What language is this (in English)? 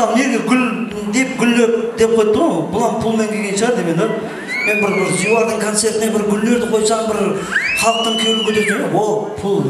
Kara-Kalpak